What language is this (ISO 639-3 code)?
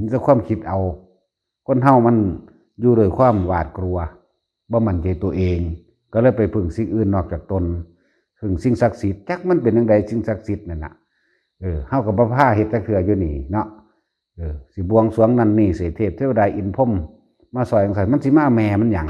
lao